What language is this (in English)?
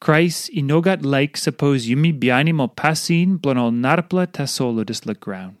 Tok Pisin